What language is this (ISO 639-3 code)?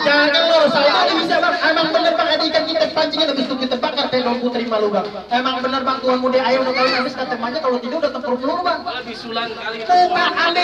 bew